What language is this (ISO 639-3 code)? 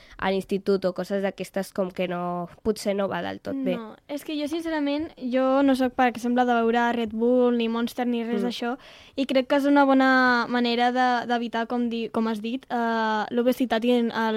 cat